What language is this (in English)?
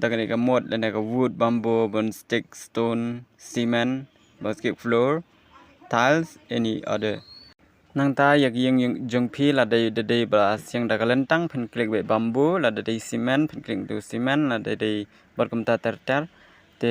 Khasi